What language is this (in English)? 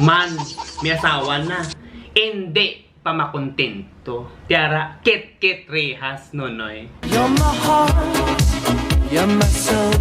Hiligaynon